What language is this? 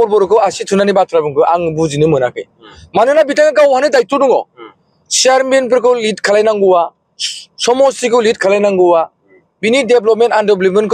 Bodo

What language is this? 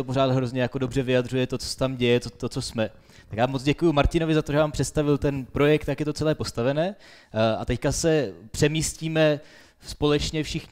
Czech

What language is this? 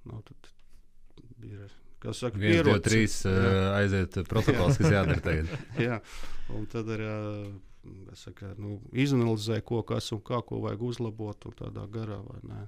Latvian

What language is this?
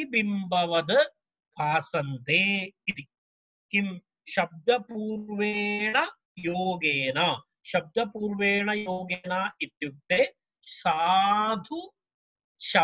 Sanskrit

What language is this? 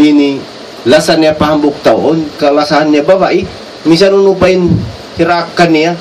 Tausug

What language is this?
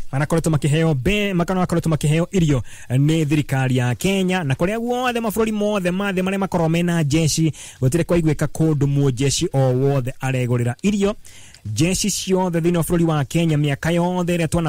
Kikuyu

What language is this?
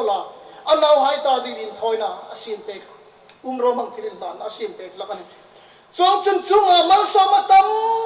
Hmar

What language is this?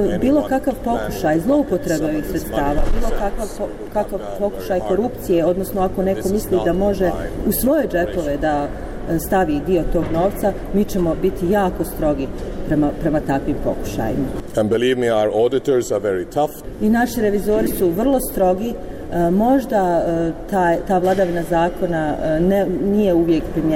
Bosnian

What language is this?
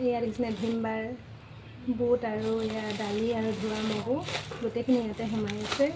Assamese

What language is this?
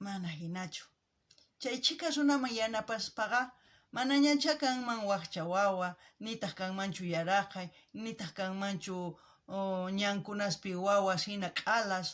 South Bolivian Quechua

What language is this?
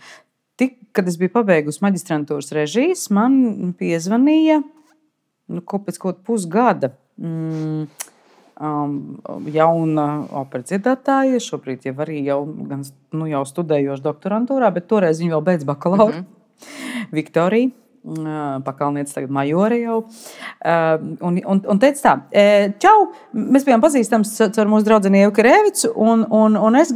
Latvian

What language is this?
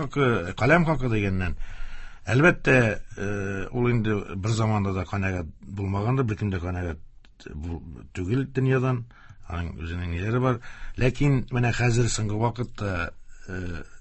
Tatar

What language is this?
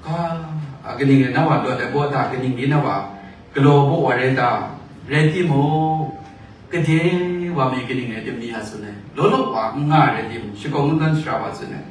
Kachin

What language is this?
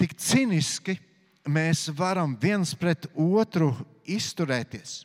Latvian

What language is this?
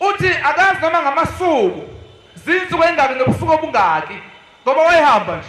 Zulu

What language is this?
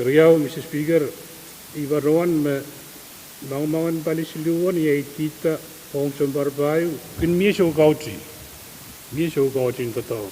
Pohnpeian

